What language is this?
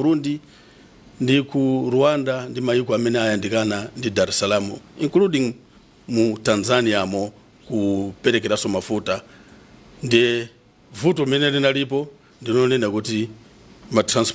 Nyanja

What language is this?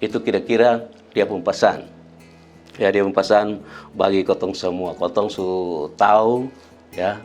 Kupang Malay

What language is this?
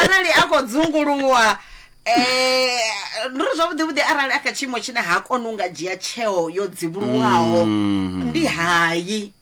Venda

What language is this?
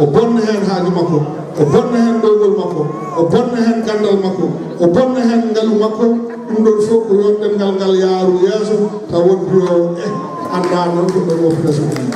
Fula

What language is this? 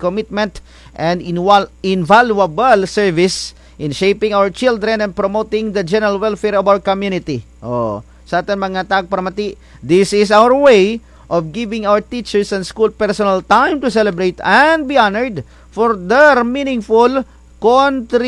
Kinaray-a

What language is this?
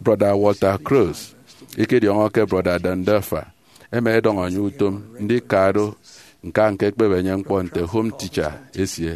Efik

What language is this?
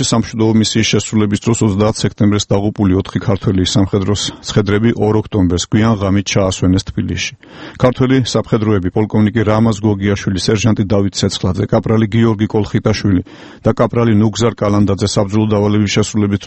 Georgian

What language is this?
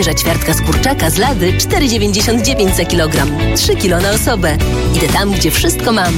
Polish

